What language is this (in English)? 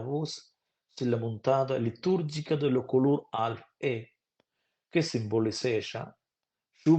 Romansh